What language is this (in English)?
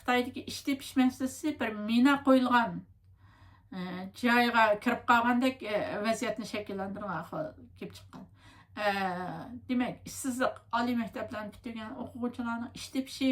Uyghur